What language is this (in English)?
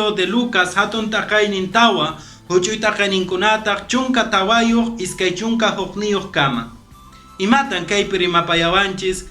Quechua